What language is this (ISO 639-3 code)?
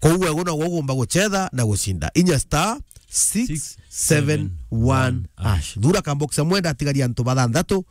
mer